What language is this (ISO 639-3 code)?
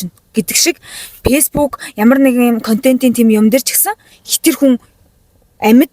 mon